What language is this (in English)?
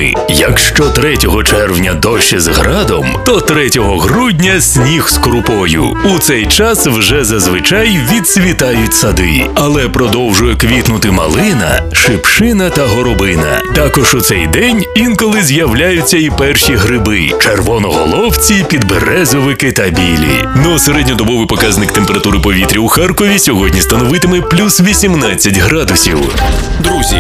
Ukrainian